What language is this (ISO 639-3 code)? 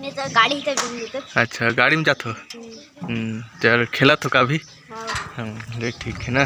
hne